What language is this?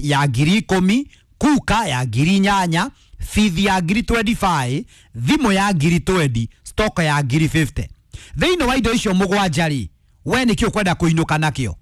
Kikuyu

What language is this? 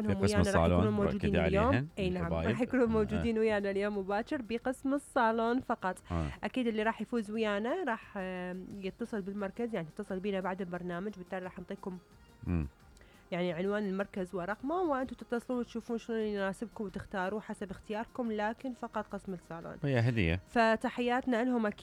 Mesopotamian Arabic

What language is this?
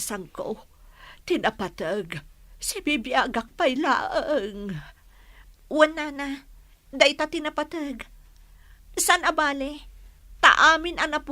Iloko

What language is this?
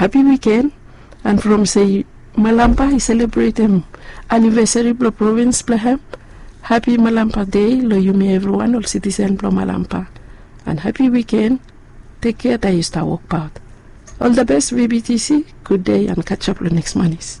Bislama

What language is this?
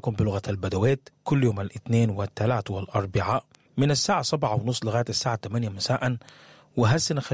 Sudanese Arabic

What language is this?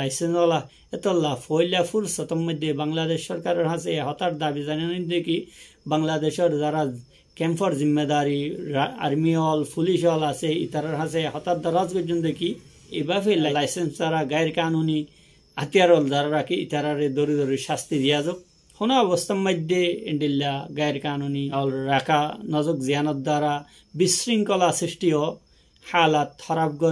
Rohingya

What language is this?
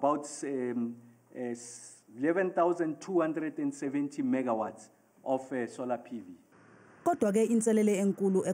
Zulu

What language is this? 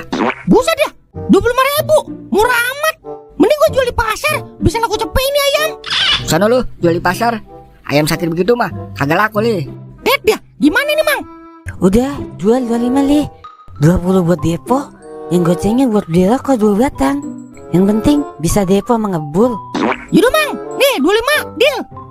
Betawi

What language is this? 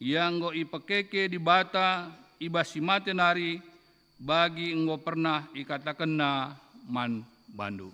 Batak Karo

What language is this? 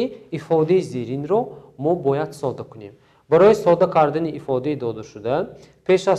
Tajik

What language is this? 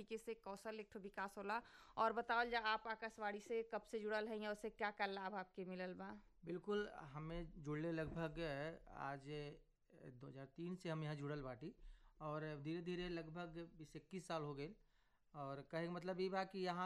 Bhojpuri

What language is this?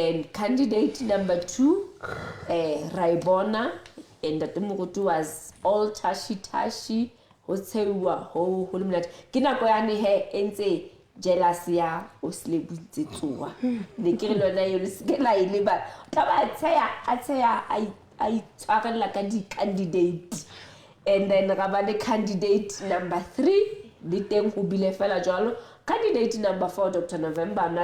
Southern Sotho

